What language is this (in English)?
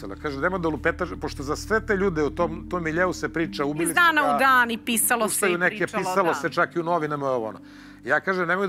Serbian